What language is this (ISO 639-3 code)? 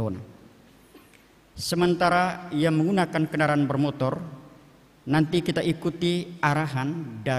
ind